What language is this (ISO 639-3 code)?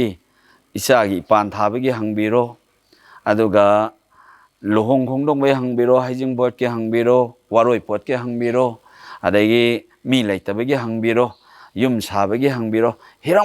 mni